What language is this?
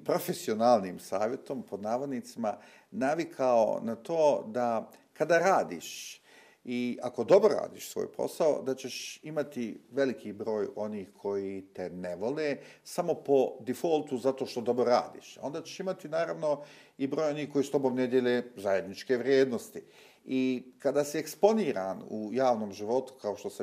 Bosnian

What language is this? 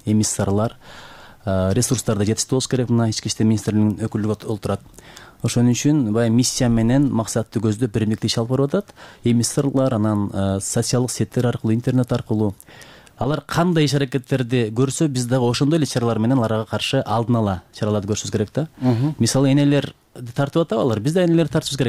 Kyrgyz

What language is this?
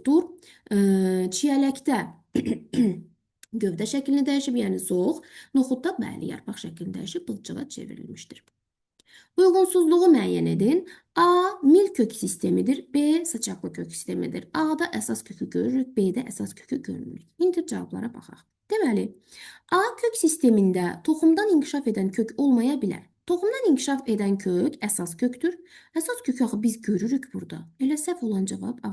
Azerbaijani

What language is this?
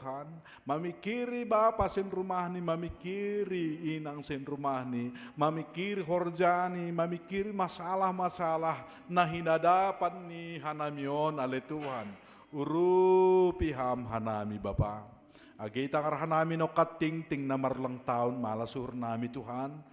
Batak Simalungun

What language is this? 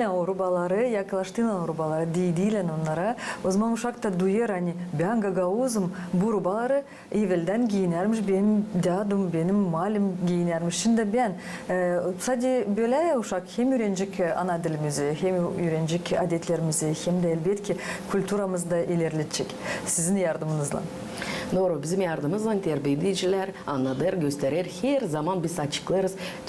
Gagauz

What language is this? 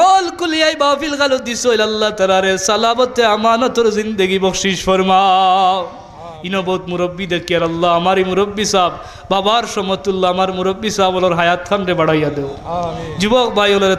Sylheti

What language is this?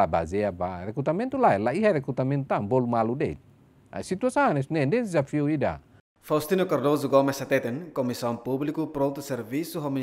Tetum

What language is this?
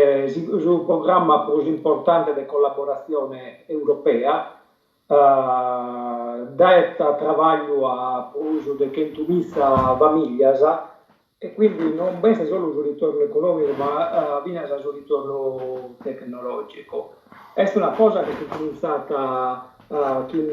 Sardinian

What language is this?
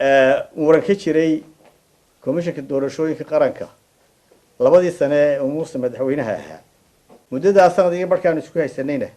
Somali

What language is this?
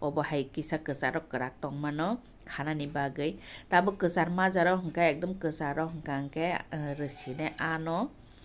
Kok Borok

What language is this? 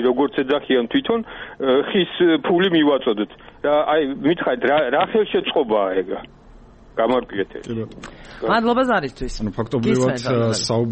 Georgian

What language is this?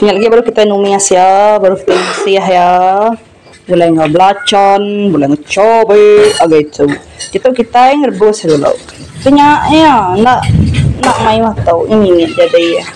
Iban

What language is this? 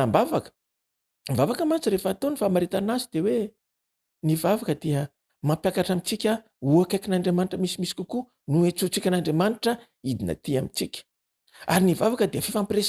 Malagasy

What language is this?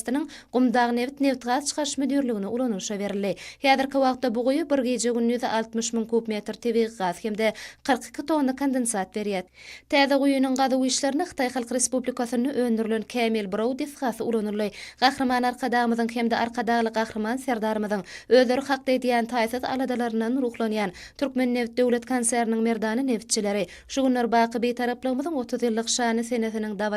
Turkmen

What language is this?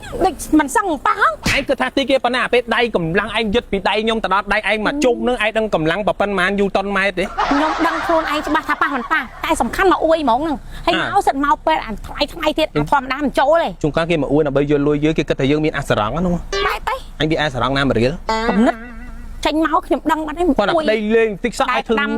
Khmer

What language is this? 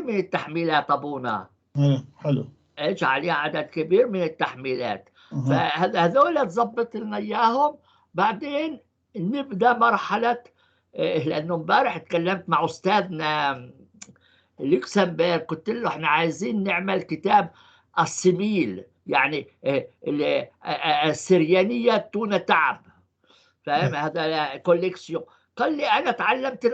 North Levantine Arabic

